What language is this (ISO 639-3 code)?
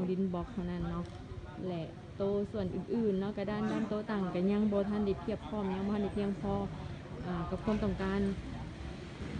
lao